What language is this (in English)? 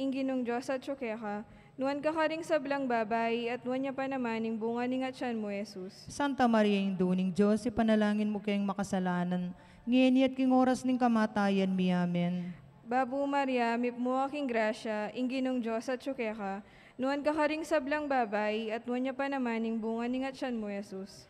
Pampanga